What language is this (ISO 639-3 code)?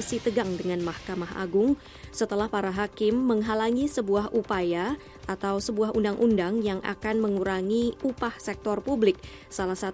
ind